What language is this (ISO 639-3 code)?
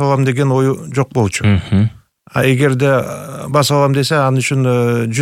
kir